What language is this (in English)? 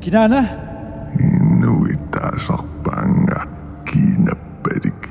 Kalaallisut